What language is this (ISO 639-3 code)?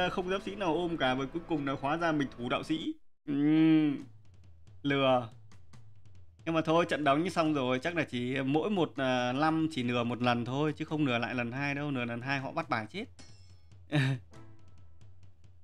vie